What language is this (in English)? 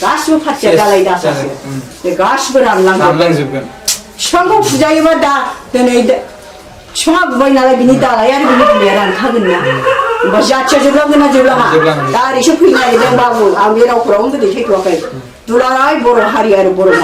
Bodo